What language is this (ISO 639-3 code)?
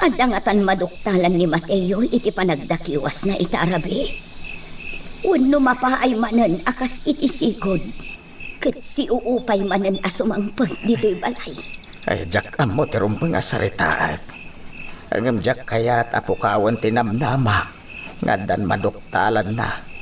ilo